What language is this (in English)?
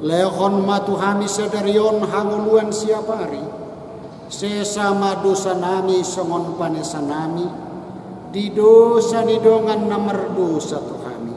Batak Toba